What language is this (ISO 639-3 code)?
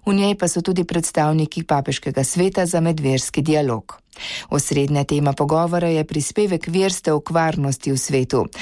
slv